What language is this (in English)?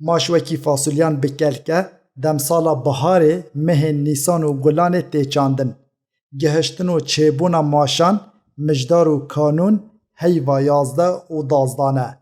Kurdish